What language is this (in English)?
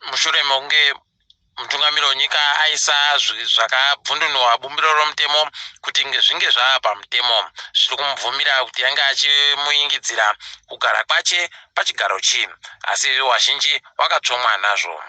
Ndau